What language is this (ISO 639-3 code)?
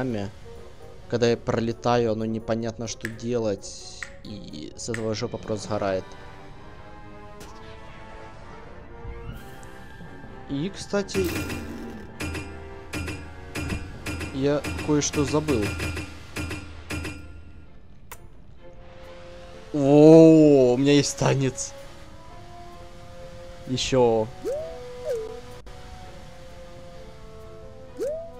rus